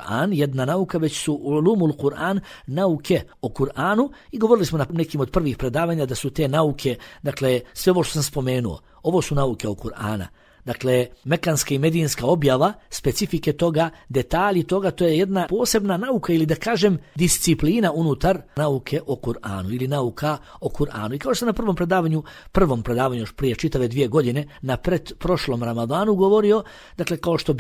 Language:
Bosnian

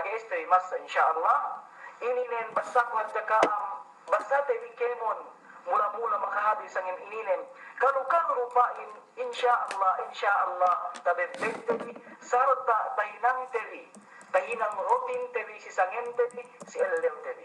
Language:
Yakan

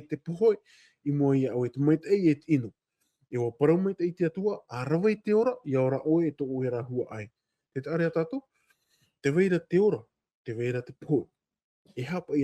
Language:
Tahitian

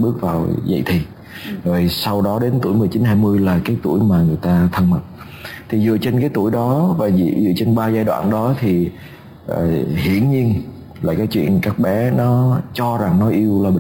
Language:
Vietnamese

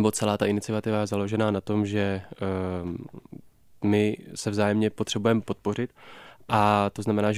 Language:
Czech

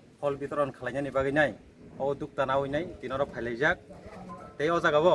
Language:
Kok Borok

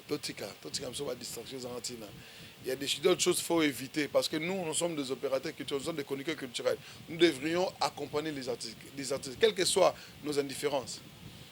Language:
Lingala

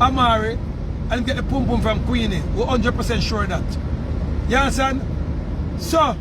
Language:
Jamaican Creole English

